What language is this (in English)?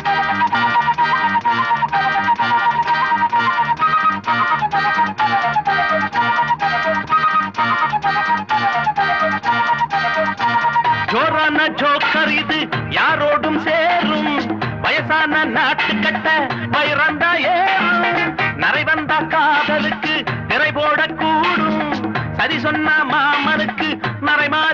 Tamil